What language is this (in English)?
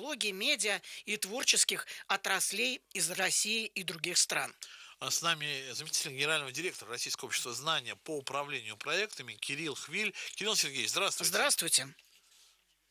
Russian